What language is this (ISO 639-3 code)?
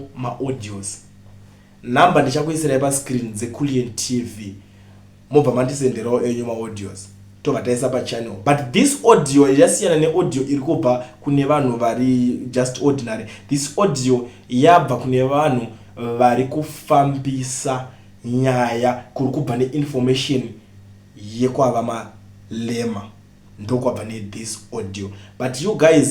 sna